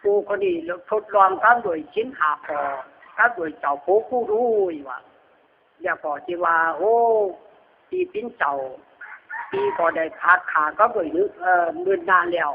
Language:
Lü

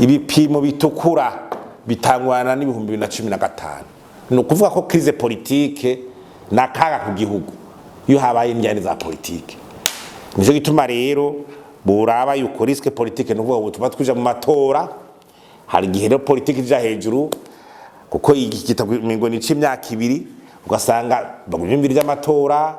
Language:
Rundi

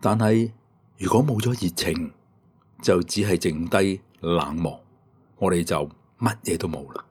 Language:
Cantonese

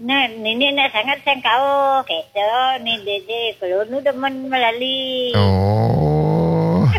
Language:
Balinese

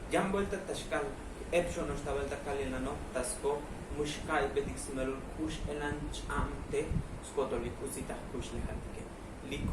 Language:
Tzotzil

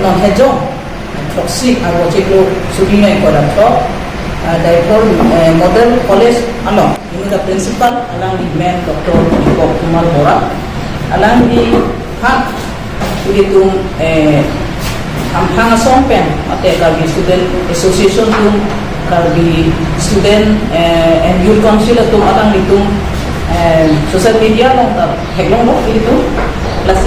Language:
Karbi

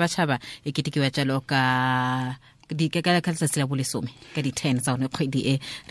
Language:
Tswana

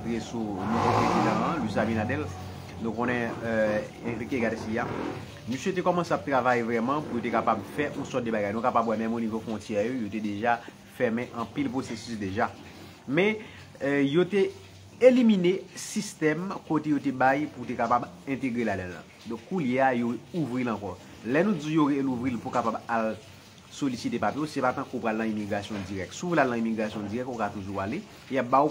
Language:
Haitian Creole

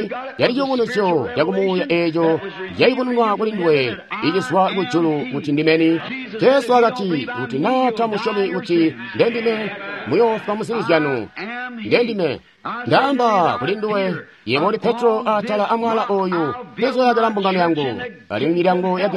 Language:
Tonga (Zambia)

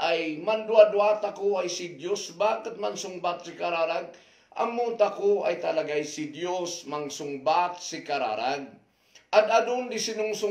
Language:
Kankanaey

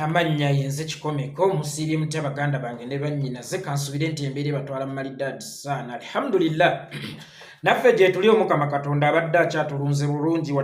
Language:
Ganda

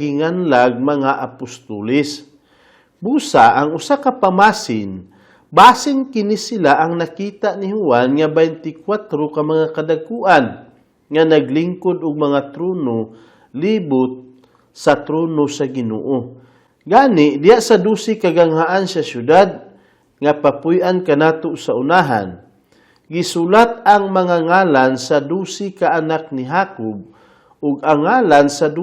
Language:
Cebuano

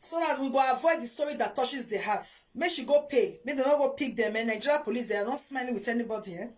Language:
Nigerian Pidgin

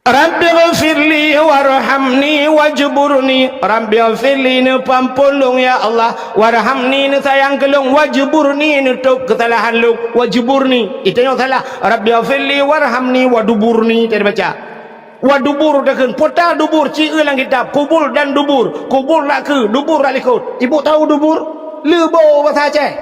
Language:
Achinese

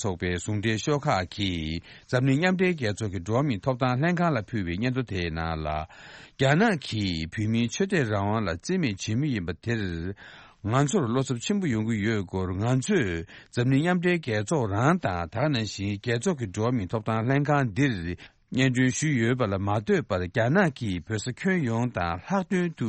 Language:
Tibetan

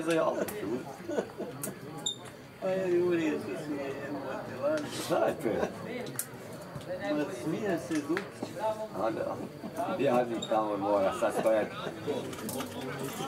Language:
Serbian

